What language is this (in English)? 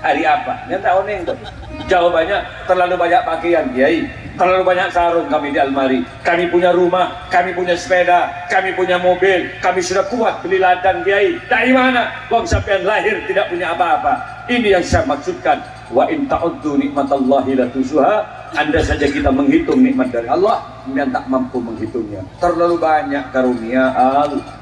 Madurese